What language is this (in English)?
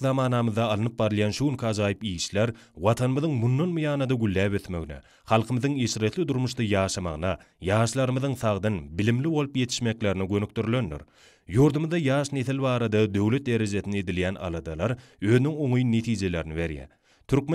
Turkmen